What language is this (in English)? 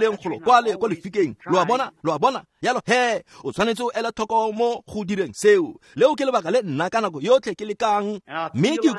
Tswana